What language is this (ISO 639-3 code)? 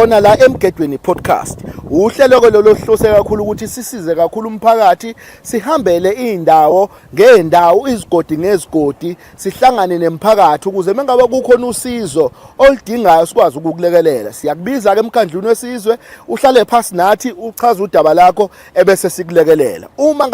zul